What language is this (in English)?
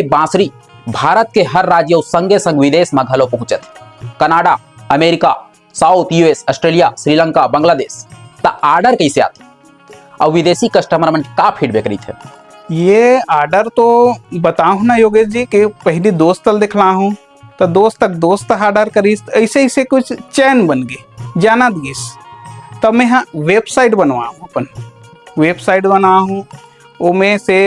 Chhattisgarhi